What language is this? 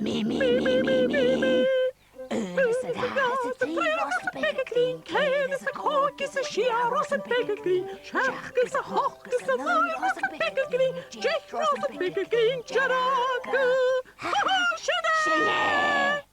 Scottish Gaelic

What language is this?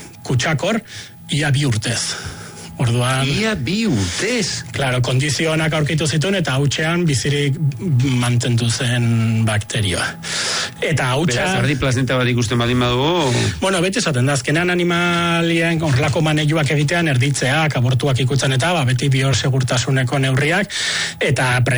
Basque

